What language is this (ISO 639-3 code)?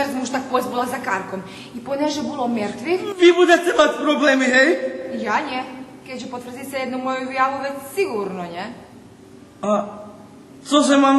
rue